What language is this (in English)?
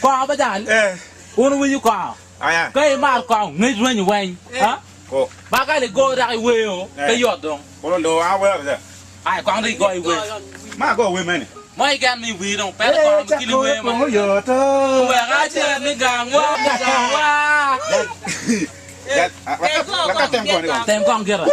Acoli